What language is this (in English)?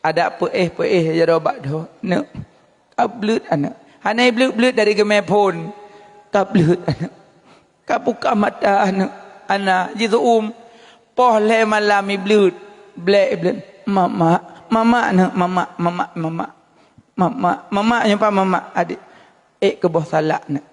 Achinese